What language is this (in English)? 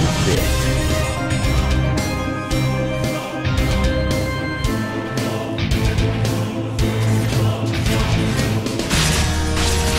English